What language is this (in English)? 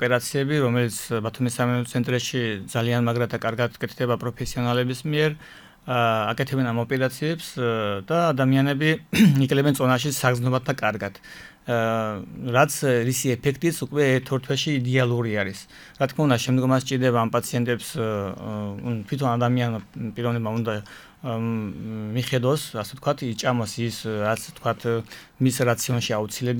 Georgian